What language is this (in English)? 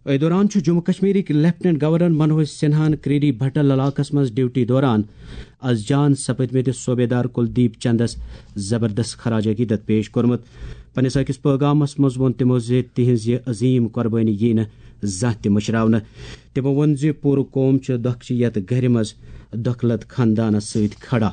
Kashmiri